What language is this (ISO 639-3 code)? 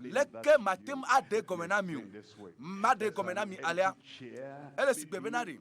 ewe